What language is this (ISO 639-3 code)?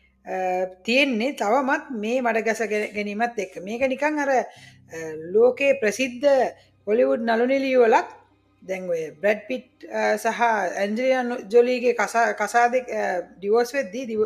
sin